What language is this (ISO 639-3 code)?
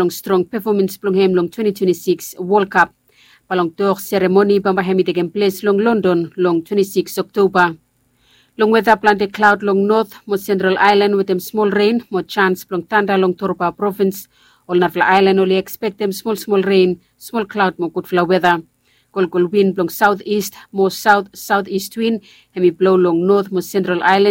bis